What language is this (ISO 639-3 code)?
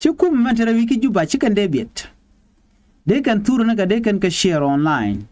nus